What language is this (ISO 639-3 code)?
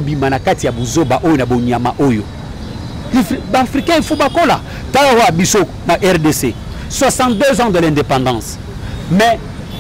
lin